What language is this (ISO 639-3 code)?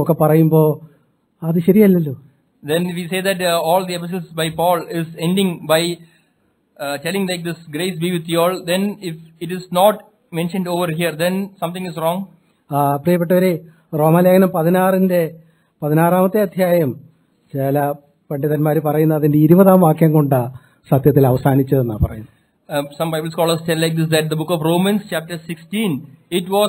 mal